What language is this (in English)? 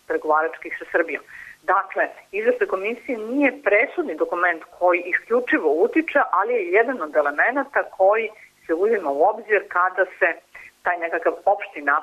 Serbian